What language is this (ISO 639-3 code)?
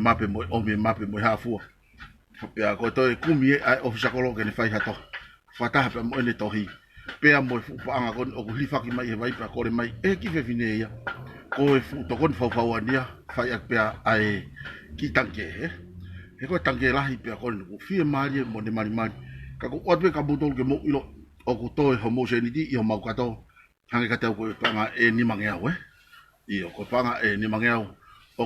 ton